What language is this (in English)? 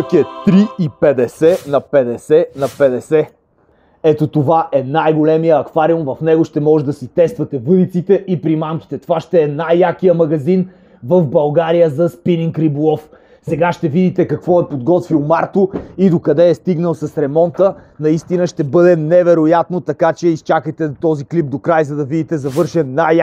Bulgarian